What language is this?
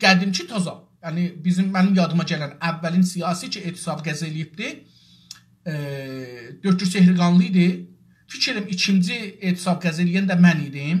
South Azerbaijani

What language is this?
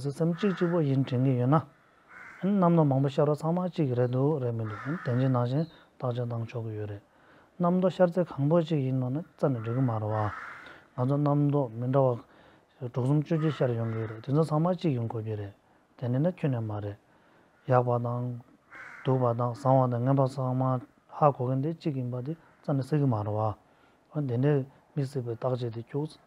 Tibetan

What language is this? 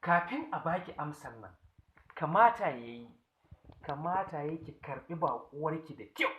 Hausa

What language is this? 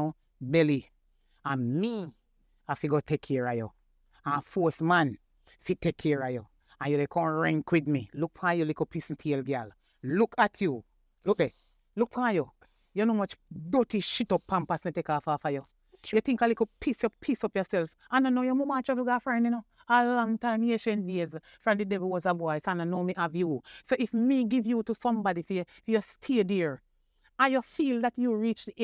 Jamaican Creole English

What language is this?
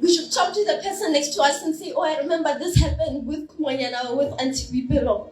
Tswana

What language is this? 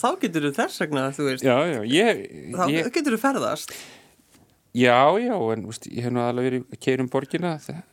Icelandic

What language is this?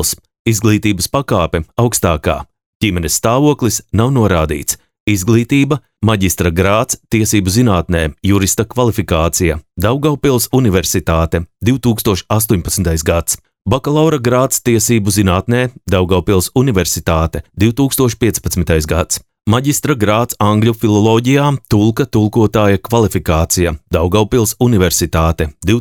Latvian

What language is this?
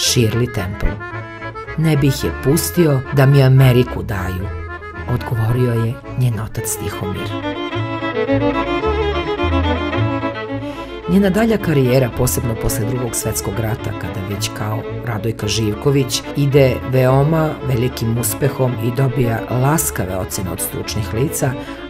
Serbian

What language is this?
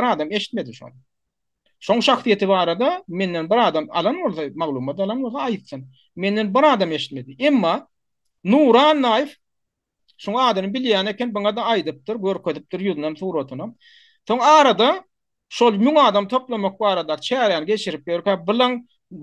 Turkmen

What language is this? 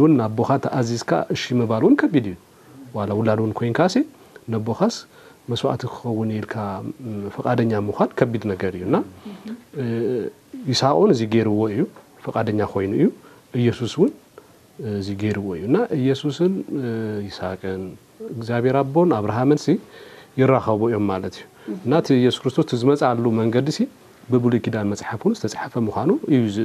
Tigrinya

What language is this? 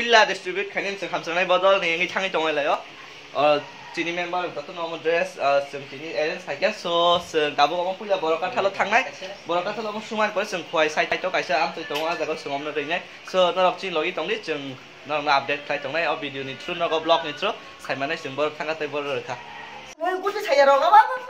Kok Borok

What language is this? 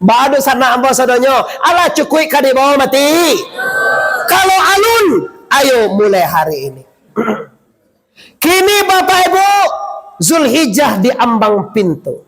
Minangkabau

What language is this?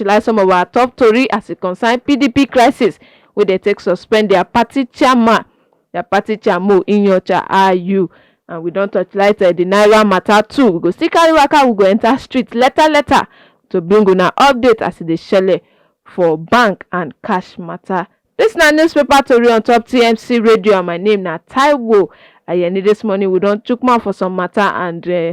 Nigerian Pidgin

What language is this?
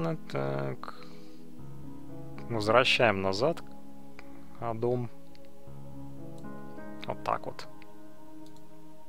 Russian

